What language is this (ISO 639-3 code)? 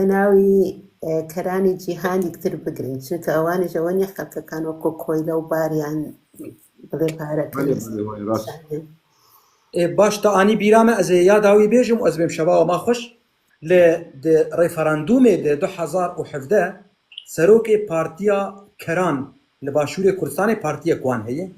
kur